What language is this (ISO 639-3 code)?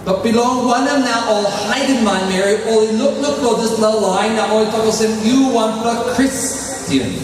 tpi